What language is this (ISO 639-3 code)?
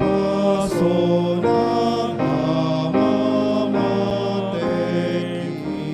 bbc